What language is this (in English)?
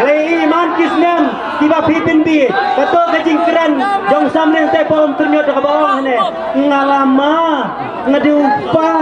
Khasi